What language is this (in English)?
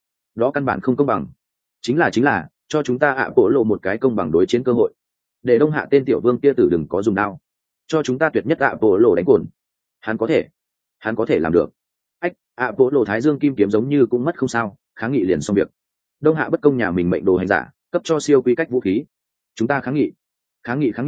Vietnamese